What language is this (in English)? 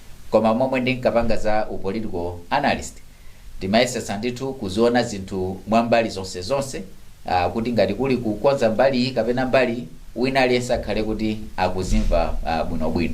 Nyanja